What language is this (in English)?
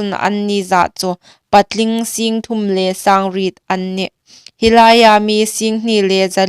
Hmar